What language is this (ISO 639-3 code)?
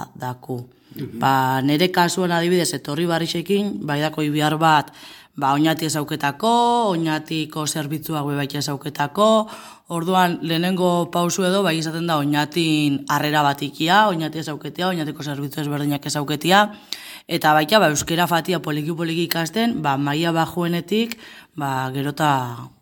eus